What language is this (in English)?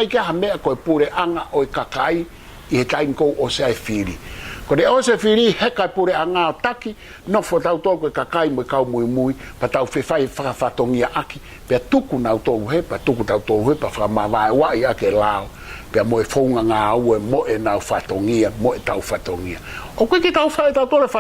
Tongan